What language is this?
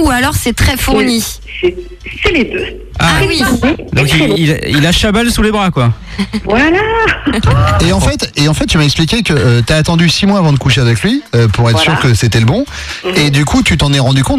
French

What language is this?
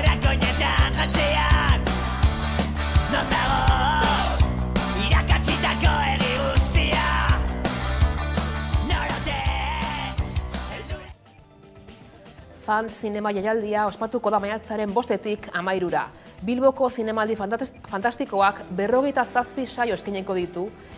Basque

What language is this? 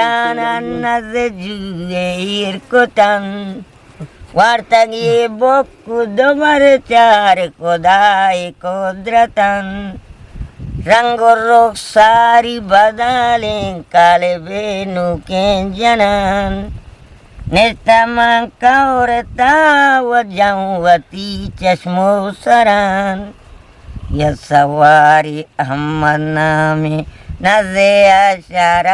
Eastern Balochi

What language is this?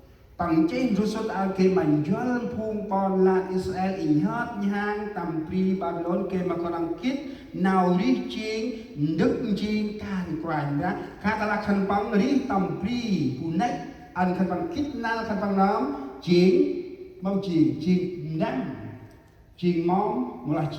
Central Mnong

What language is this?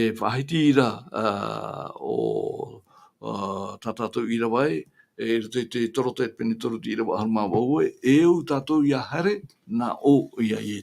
Tahitian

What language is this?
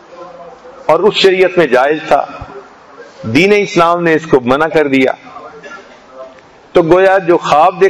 Urdu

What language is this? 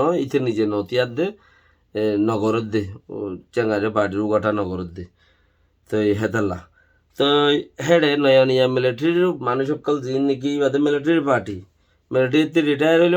Rohingya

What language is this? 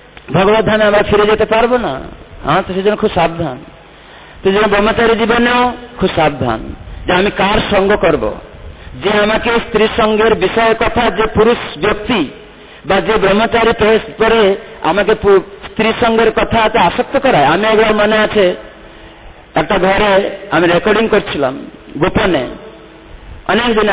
Bangla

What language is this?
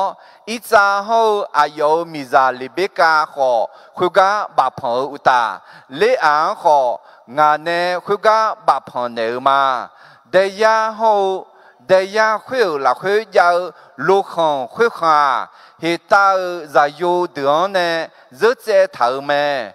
Akha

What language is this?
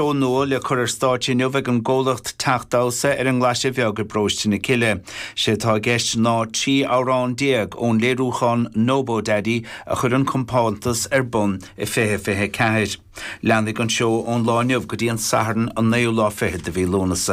Irish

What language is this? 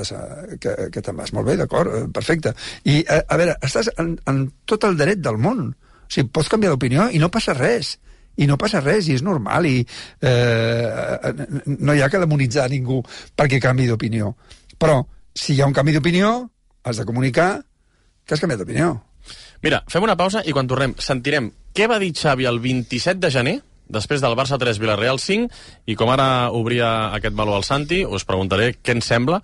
Catalan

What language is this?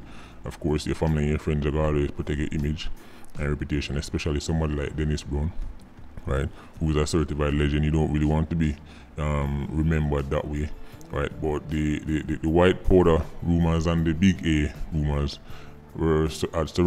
Jamaican Creole English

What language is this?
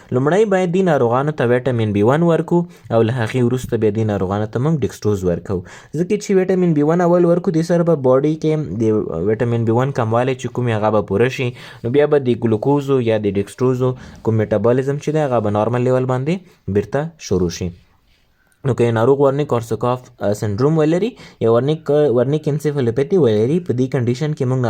Pashto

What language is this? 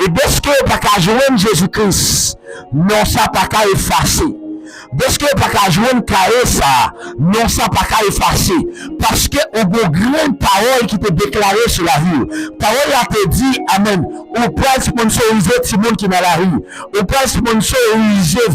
Haitian Creole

